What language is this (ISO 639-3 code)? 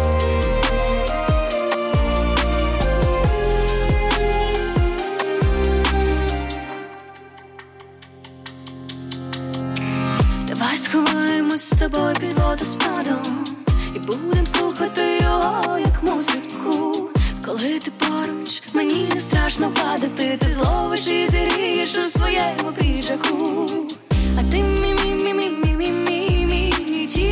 ukr